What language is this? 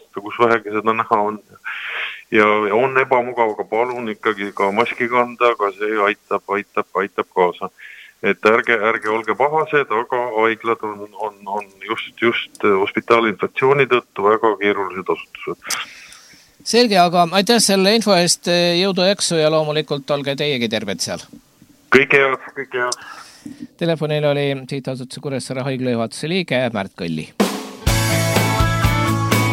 Estonian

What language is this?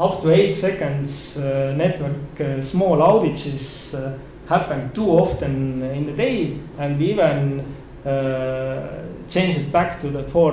English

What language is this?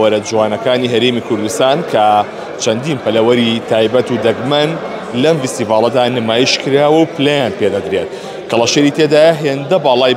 Central Kurdish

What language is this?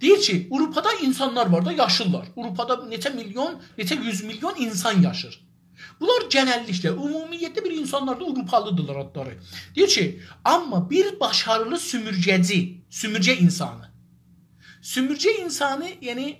South Azerbaijani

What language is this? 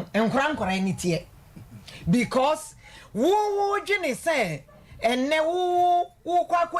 Akan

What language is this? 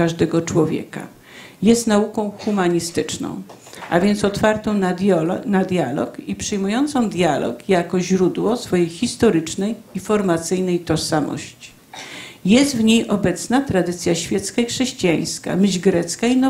Polish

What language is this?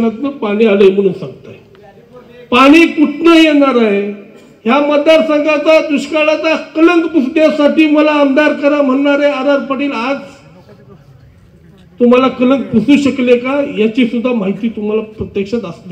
Marathi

